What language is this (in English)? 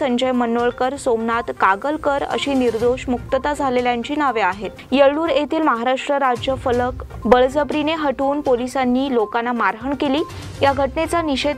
Marathi